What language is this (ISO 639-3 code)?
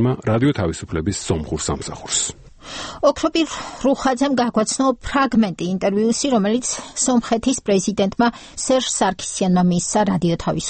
kat